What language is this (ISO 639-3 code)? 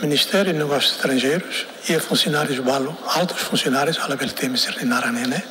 tet